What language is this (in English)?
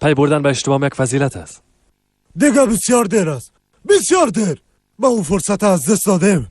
Tajik